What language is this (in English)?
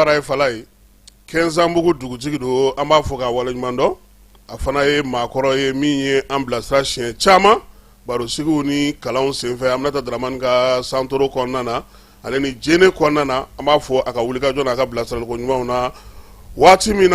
Bambara